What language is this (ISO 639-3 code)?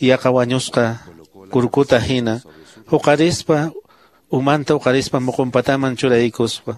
que